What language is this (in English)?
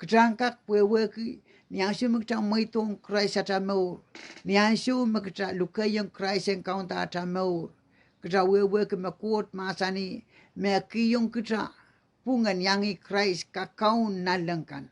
Pohnpeian